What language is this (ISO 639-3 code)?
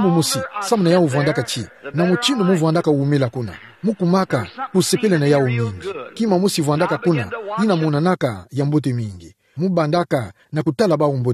ktu